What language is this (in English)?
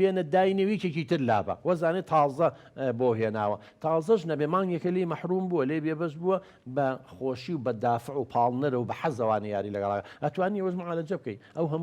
Central Kurdish